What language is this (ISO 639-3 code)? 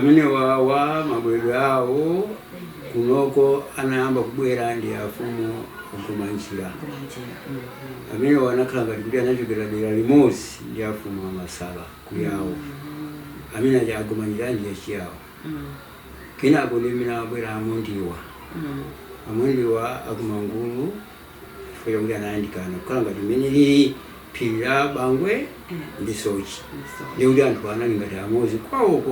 nya